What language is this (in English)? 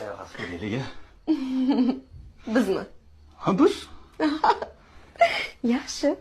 Uzbek